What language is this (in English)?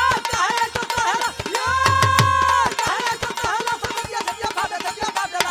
Bhojpuri